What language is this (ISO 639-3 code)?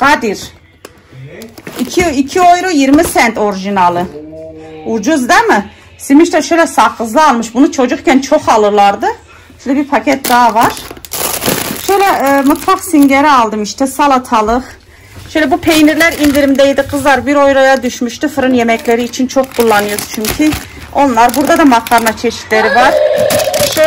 tur